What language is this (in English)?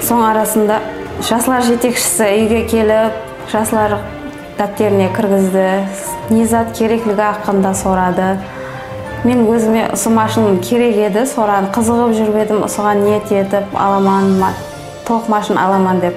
Kara-Kalpak